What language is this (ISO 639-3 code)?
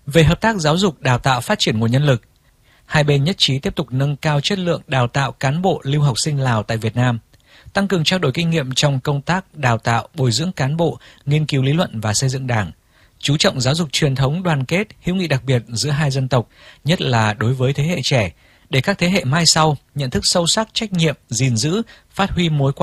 vie